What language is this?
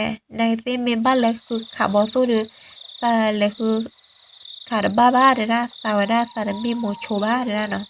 S'gaw Karen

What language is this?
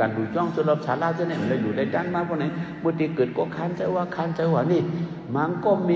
Shan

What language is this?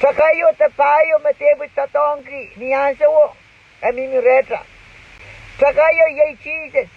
Pohnpeian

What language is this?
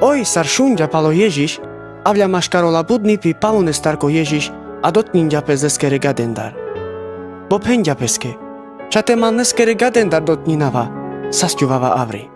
Carpathian Romani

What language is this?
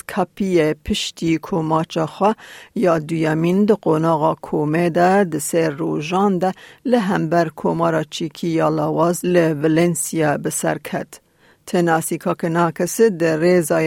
Kurdish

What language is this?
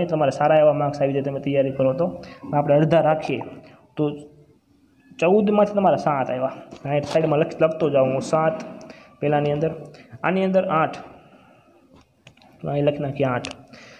Gujarati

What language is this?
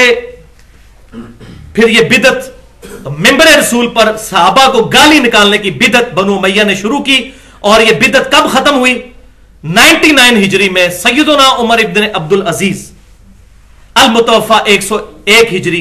Urdu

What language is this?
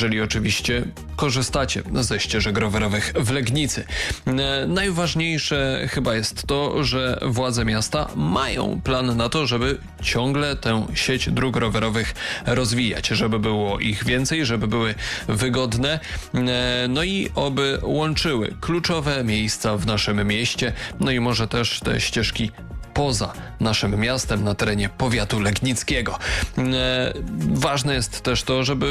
Polish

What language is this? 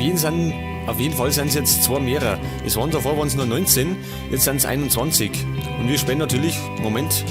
Bavarian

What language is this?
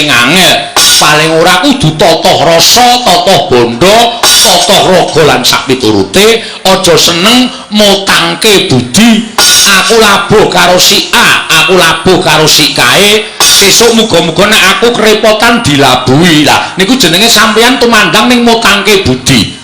Javanese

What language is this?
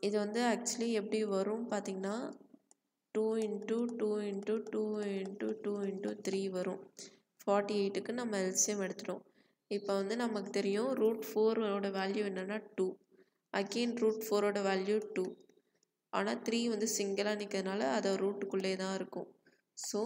Tamil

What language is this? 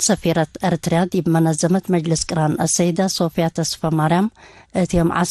Tigre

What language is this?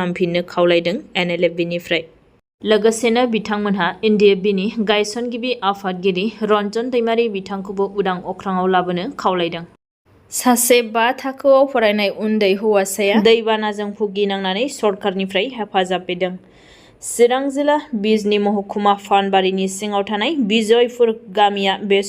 Bodo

